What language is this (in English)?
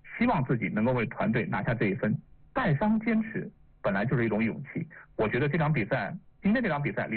Chinese